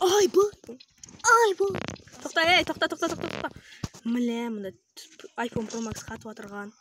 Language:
Kara-Kalpak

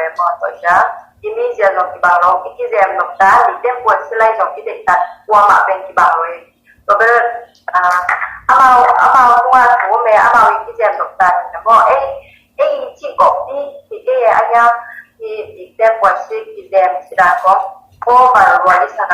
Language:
Tedim Chin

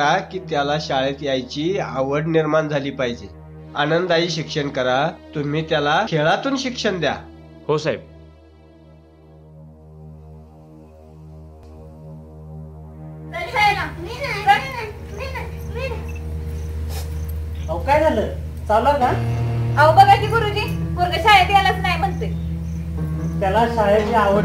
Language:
Marathi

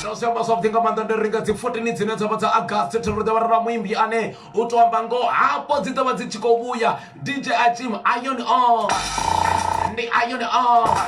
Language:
Venda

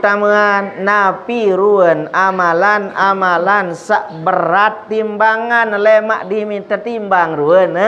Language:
Sasak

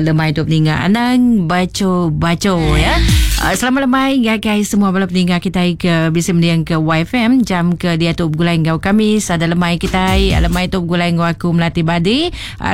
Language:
Iban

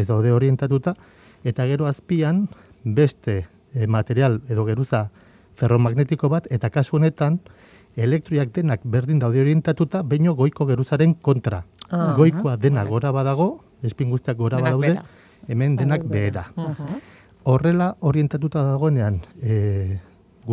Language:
Basque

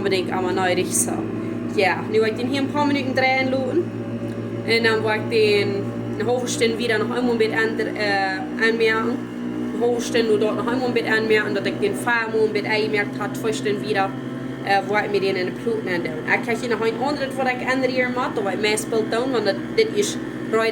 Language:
Plautdietsch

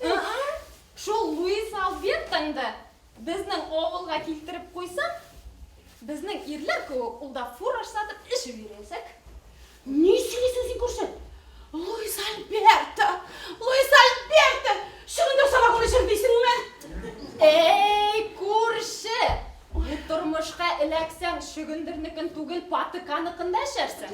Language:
Bashkir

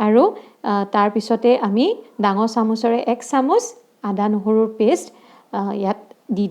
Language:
Assamese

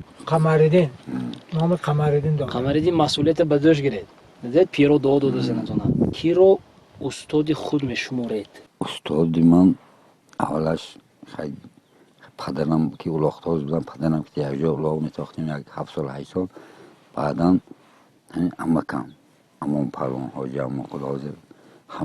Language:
Tajik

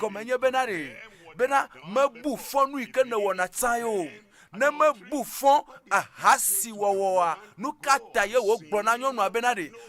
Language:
Ewe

